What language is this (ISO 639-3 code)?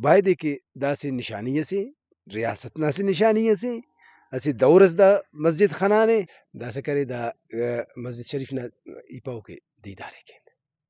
brh